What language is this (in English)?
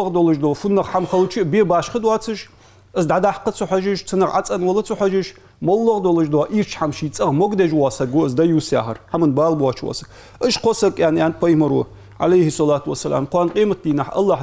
Ingush